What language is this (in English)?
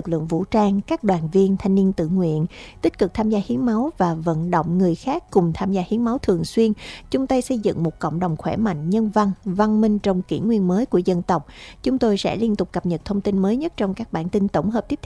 Vietnamese